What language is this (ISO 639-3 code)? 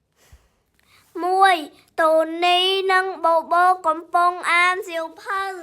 khm